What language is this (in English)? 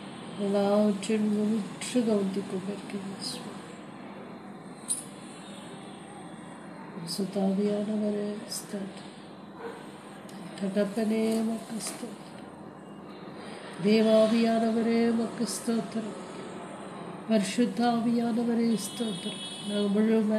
Tamil